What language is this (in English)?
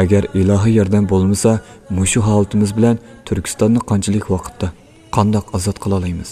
Uyghur